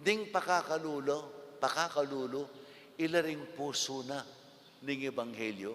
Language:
Pampanga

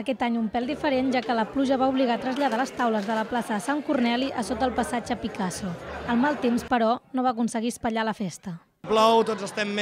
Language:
Catalan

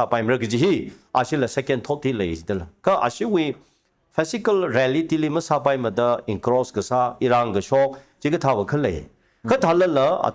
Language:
Tangkhul Naga (India)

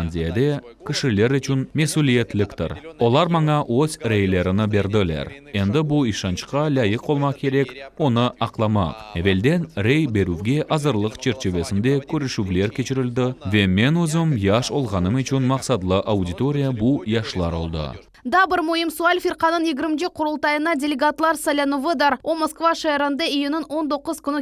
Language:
Crimean Tatar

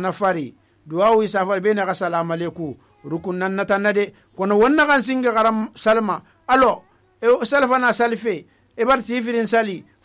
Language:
Susu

